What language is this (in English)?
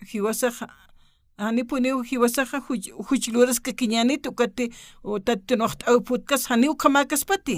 Aymara